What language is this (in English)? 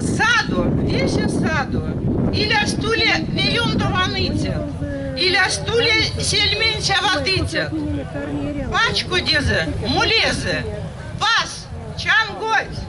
Erzya